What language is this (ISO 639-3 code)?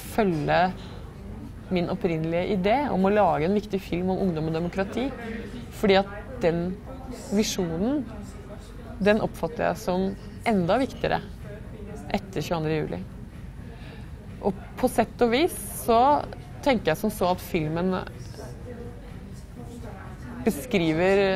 nor